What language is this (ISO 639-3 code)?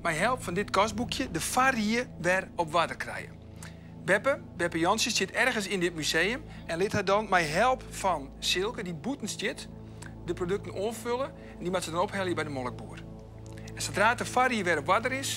fry